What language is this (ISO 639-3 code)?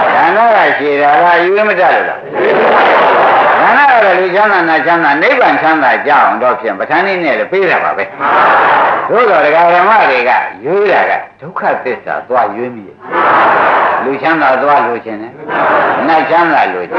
mya